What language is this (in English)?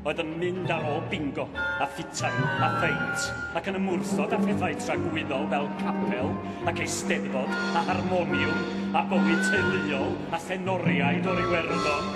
Welsh